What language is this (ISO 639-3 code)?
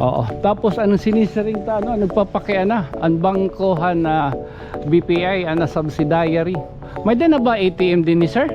war